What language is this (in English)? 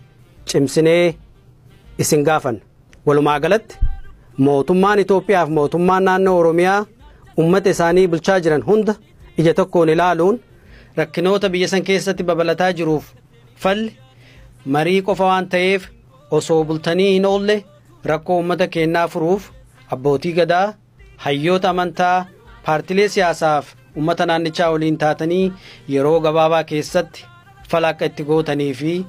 Oromo